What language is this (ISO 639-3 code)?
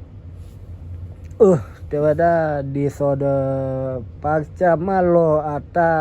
ksw